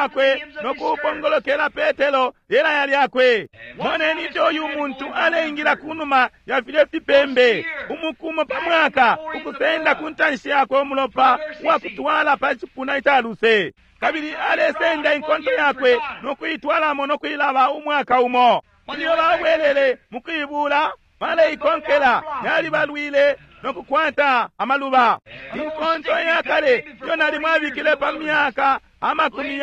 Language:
Bemba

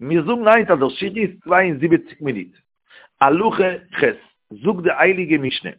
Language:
Yiddish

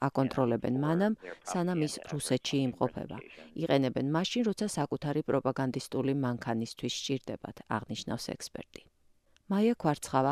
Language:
Georgian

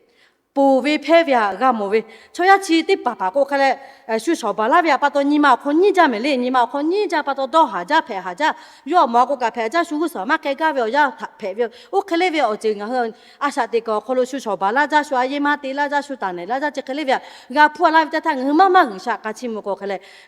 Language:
Lahu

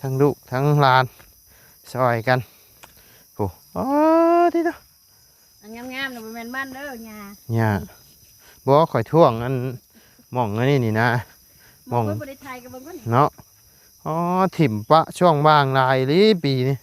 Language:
Lao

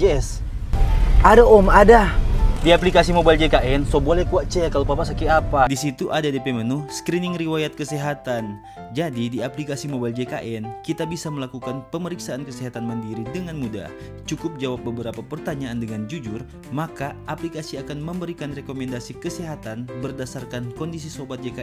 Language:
Manado Malay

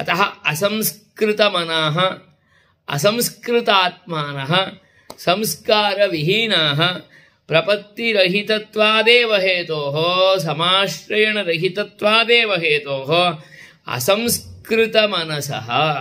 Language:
Sanskrit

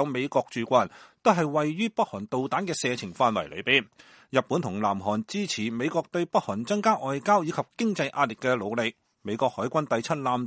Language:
Cantonese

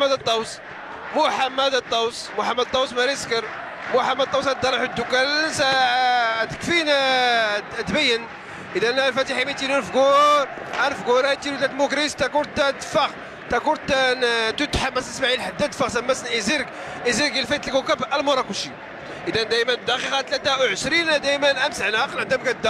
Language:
Moroccan Arabic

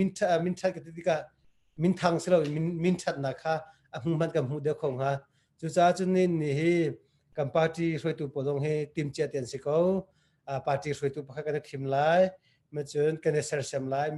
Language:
Hakha Chin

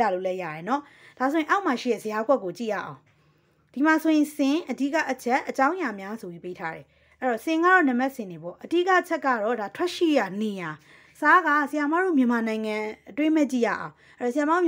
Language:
Burmese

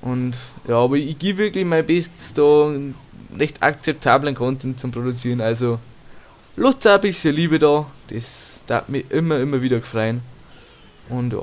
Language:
Bavarian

